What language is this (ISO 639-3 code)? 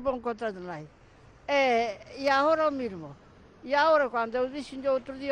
glg